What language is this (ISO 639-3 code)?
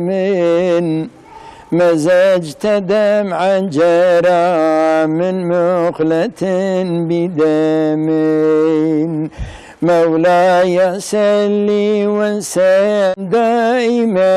kur